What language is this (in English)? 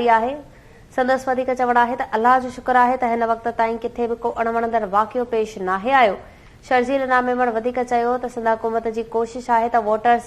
Sindhi